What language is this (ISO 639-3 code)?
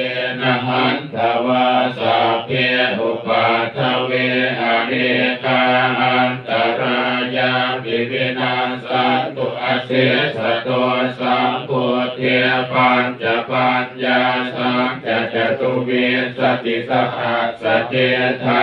pli